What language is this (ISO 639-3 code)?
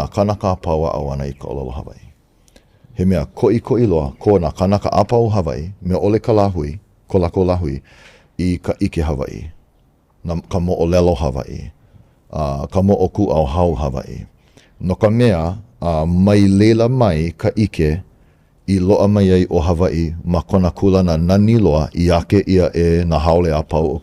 haw